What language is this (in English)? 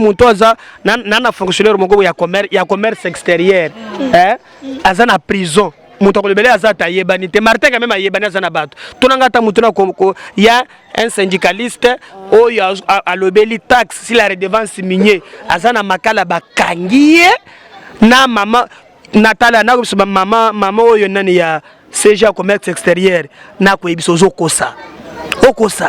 Lingala